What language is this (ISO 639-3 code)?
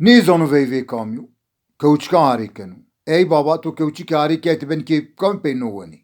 zza